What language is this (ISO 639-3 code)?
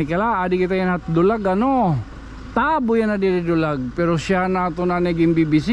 war